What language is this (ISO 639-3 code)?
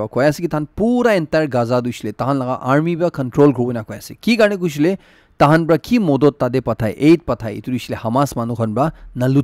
nag